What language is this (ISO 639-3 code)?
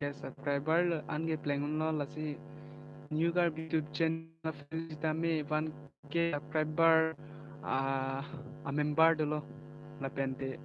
mjw